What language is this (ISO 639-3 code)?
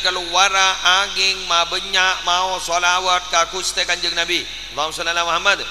mad